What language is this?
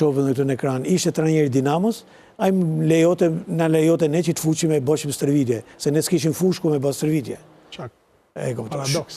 Albanian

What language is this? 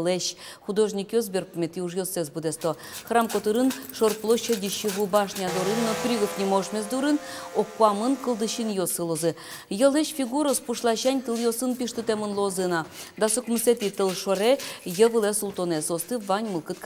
Udmurt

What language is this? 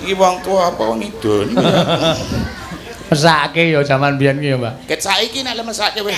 Javanese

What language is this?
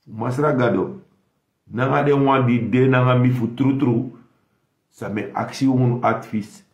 Sranan Tongo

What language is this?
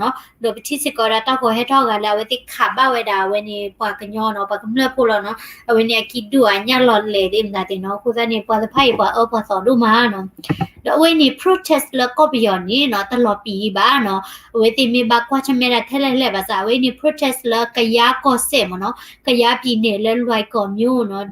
S'gaw Karen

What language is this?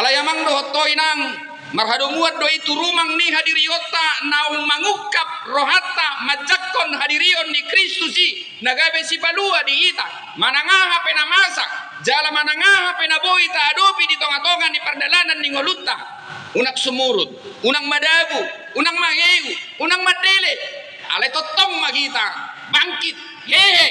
Batak Toba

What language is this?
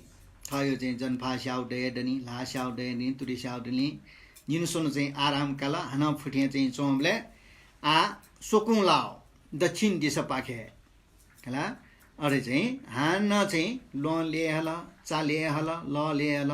Newari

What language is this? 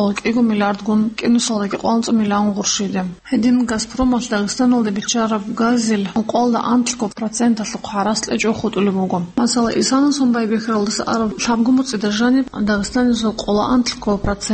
Avaric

